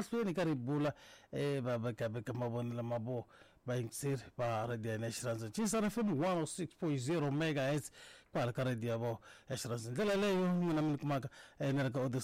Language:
Tsonga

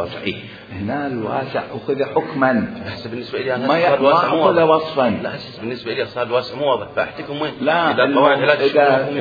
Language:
Mesopotamian Arabic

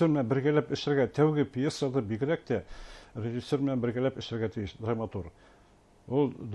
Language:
Bashkir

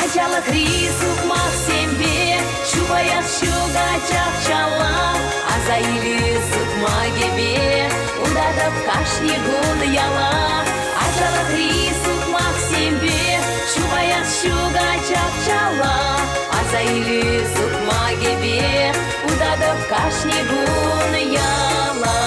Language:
Chuvash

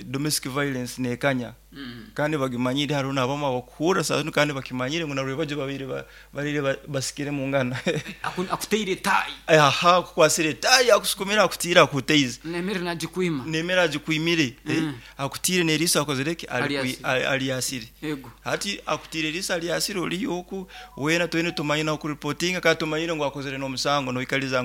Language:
Nyoro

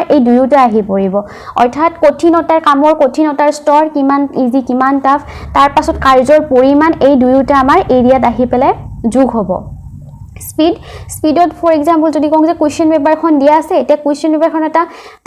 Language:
Assamese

